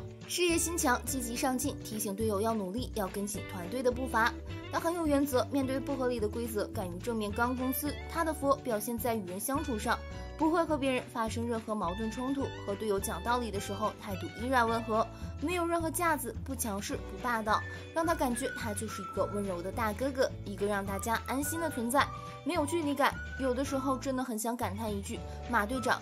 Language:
Chinese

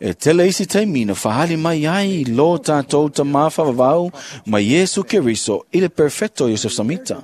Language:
Samoan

